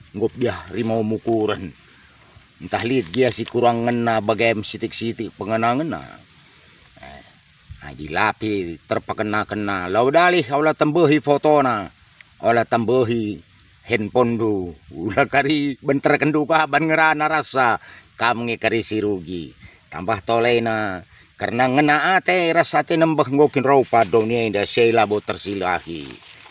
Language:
Batak Karo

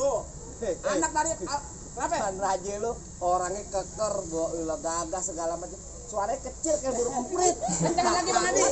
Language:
Betawi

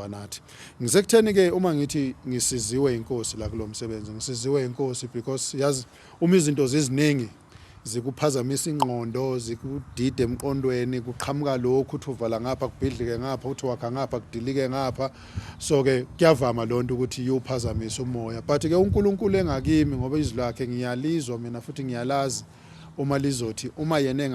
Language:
Zulu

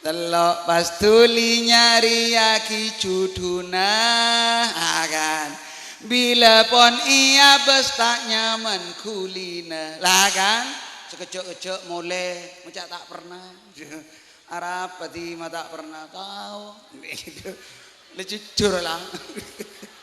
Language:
Madurese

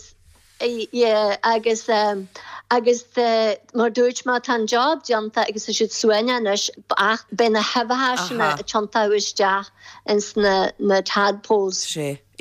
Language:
Irish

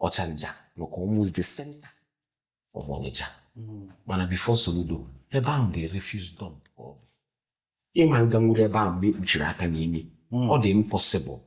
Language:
Igbo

